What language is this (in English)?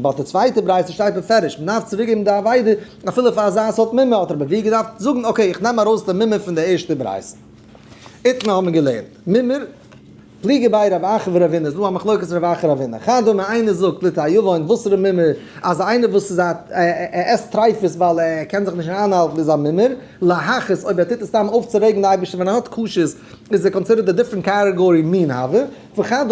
Yiddish